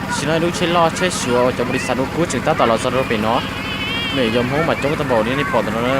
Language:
Hmong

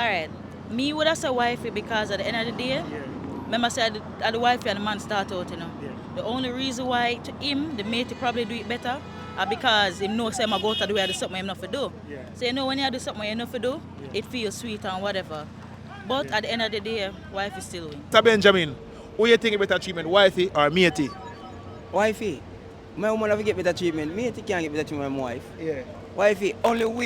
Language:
Jamaican Creole English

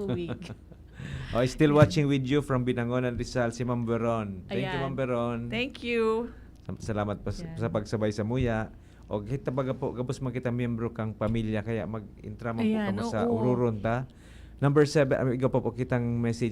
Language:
Bikol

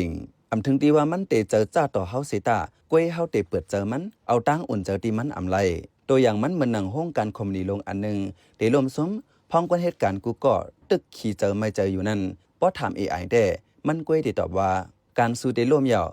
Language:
Shan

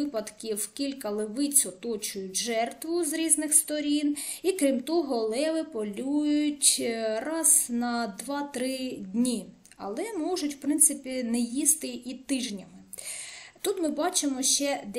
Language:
Ukrainian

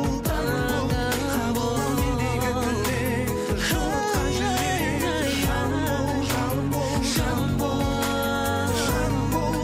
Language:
Kazakh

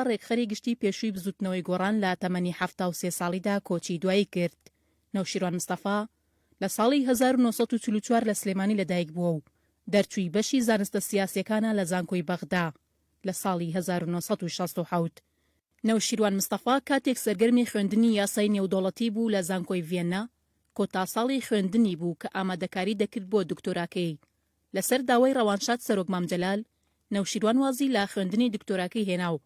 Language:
Central Kurdish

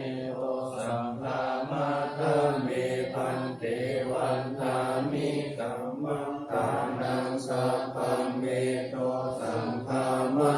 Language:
Pali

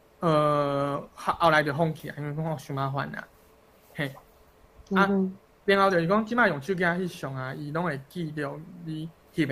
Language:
Min Nan Chinese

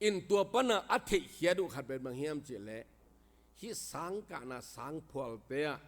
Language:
Tedim Chin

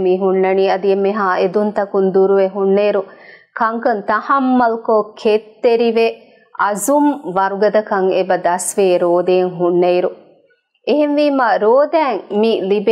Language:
Divehi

